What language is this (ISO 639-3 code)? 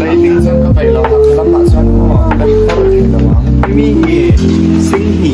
cnh